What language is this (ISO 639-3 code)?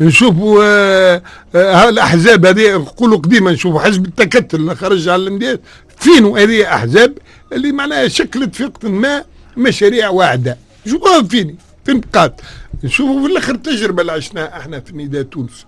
aeb